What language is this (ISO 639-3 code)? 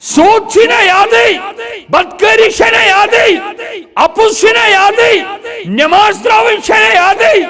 kas